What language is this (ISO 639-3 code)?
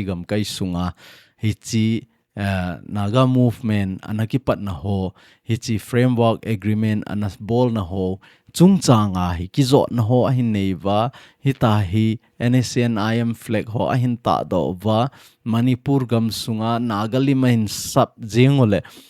tcz